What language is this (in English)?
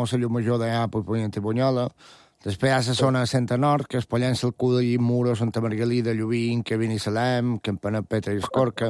Catalan